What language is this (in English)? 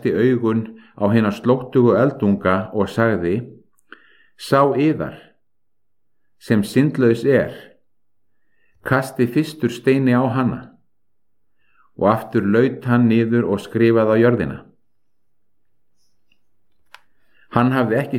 Icelandic